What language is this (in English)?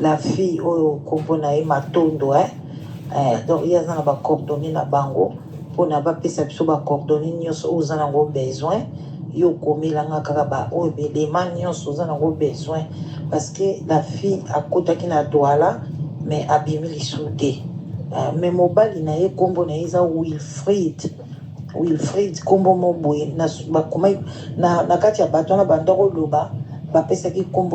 Lingala